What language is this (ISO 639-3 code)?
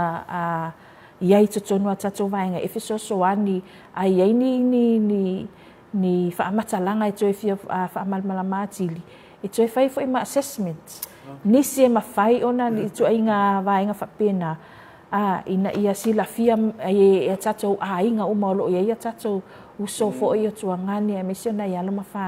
smo